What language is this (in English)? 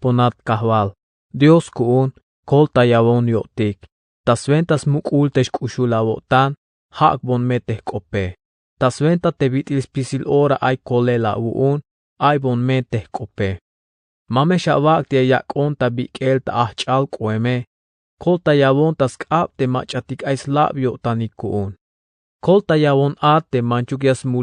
Tzeltal